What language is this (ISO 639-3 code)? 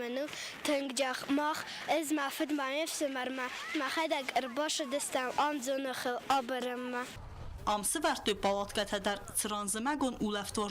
oss